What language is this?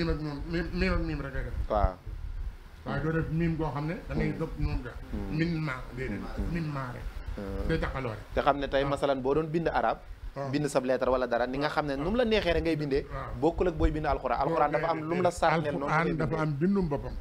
Wolof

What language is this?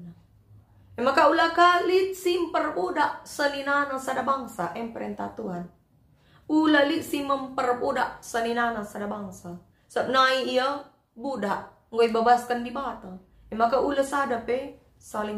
Batak Karo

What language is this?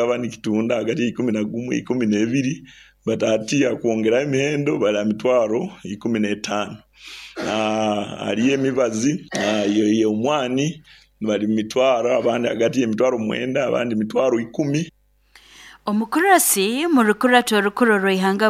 Nyoro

